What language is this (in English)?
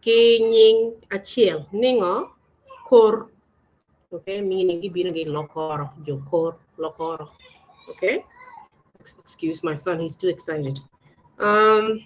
Acoli